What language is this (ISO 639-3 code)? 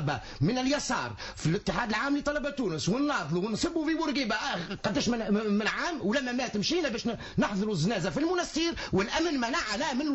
aeb